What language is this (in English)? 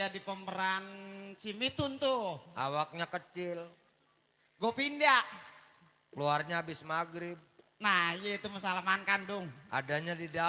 Betawi